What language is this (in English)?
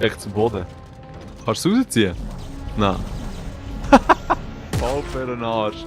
Swiss German